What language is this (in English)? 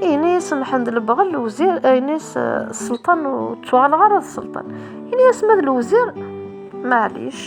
Kabyle